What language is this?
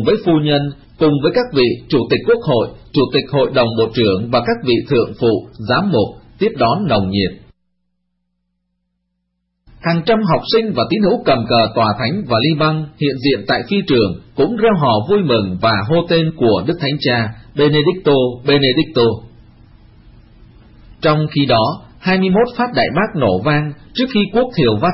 Vietnamese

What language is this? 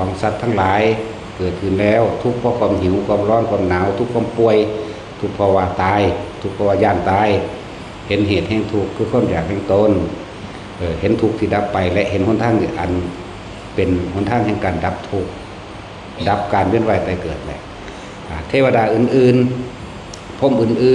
Northeastern Thai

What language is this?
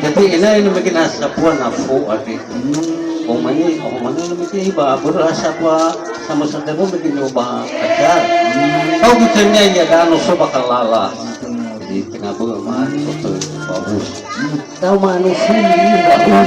Nias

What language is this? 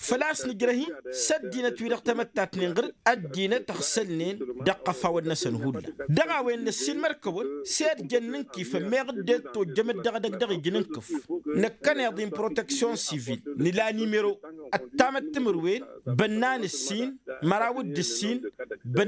Tamasheq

